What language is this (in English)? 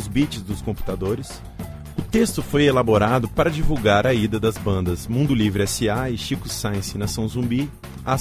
Portuguese